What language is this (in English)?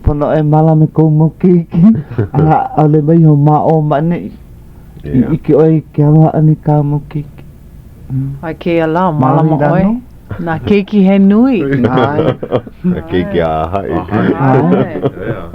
Hawaiian